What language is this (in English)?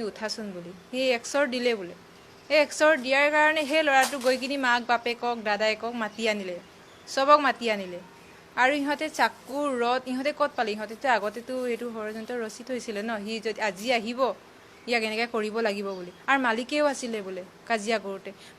Assamese